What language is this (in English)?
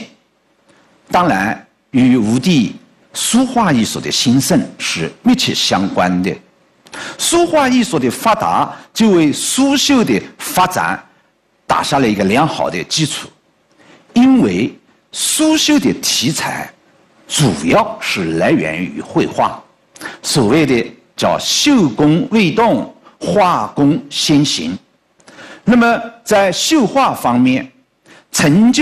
Chinese